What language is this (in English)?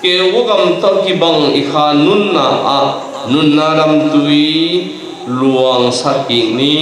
Tedim Chin